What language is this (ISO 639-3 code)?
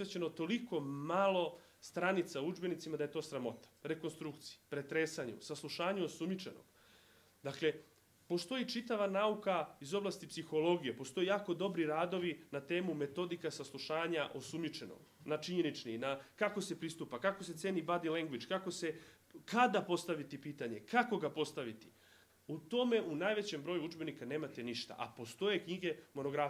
srp